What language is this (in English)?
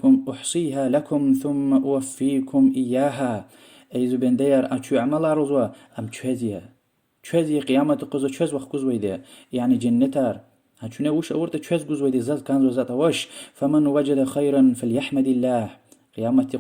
Lezghian